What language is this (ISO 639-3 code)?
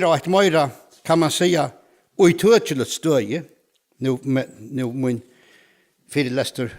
fao